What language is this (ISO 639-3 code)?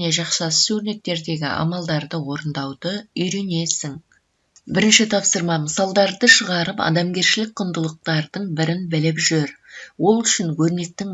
kaz